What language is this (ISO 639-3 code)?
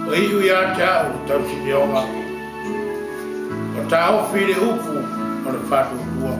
smo